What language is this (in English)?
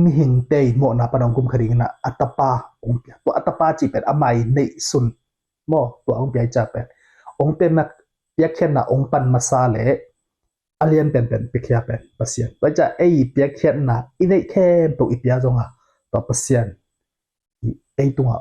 Tedim Chin